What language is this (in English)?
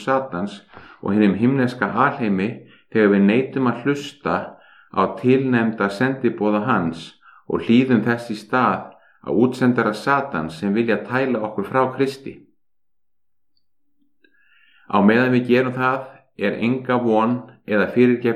Icelandic